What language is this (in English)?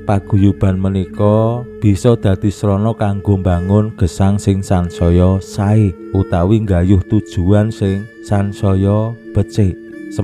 Javanese